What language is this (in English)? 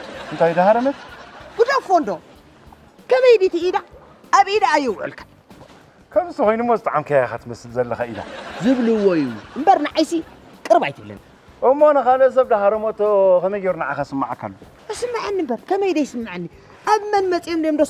Tigrinya